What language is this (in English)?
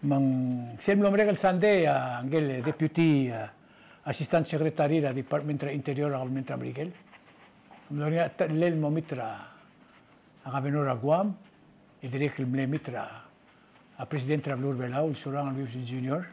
Palauan